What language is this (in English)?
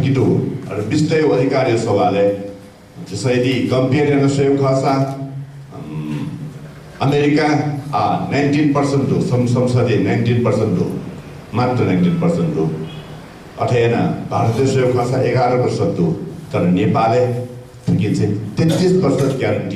Newari